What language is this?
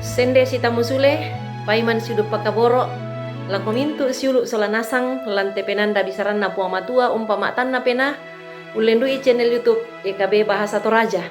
Toraja-Sa'dan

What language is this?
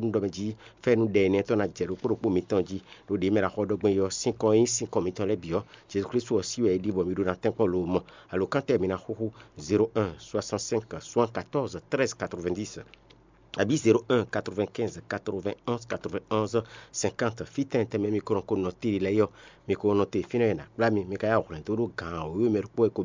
Fon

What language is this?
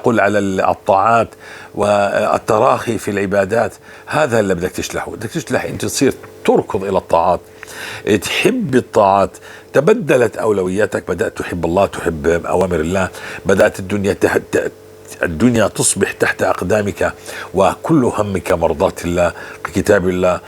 North Levantine Arabic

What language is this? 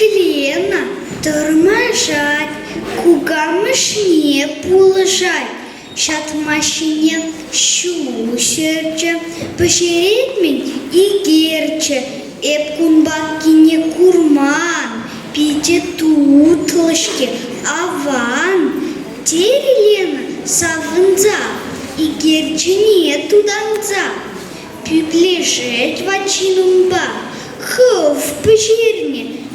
Chuvash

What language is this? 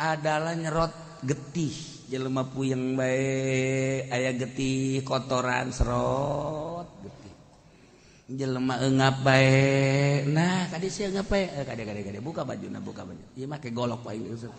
Sundanese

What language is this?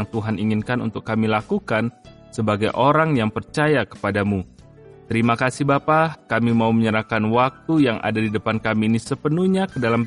Indonesian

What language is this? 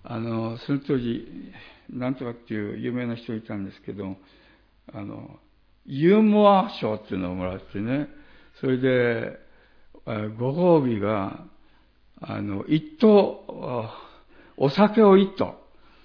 Japanese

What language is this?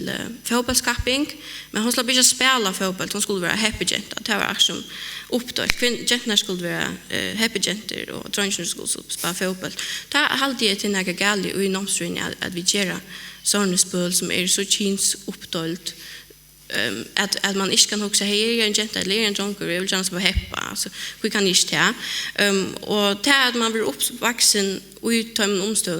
Faroese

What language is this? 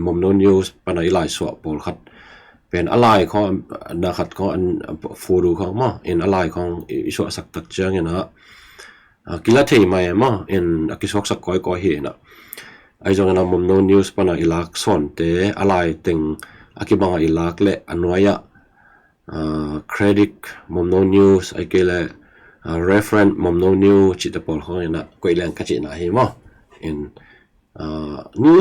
Tedim Chin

